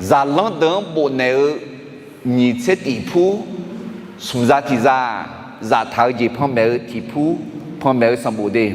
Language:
Akha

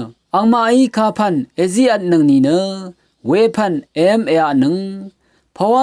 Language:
Rawang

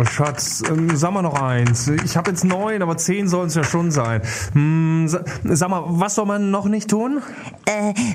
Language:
German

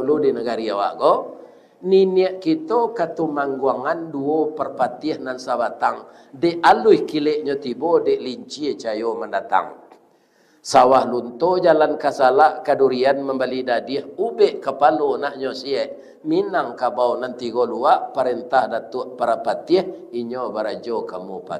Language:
Minangkabau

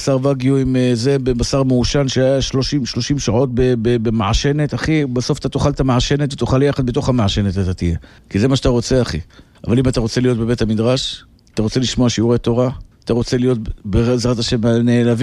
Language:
Hebrew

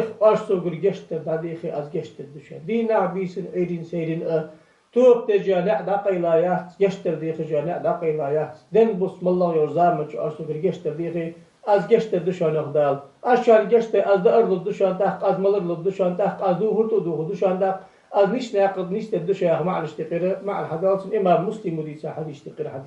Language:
Ingush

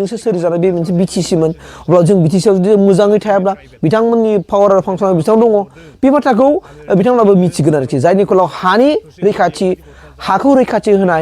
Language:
Bodo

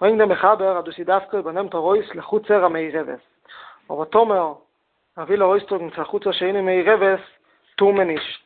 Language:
Yiddish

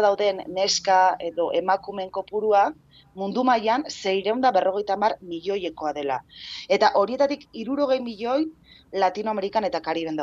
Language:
Basque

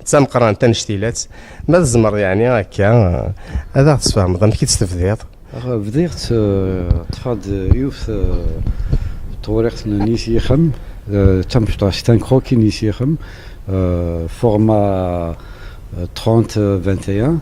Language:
Kabyle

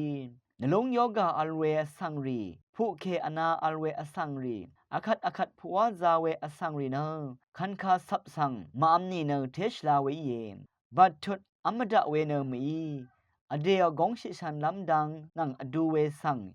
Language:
Rawang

